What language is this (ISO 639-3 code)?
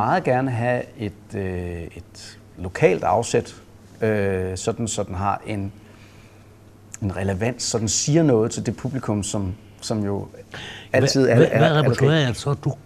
dan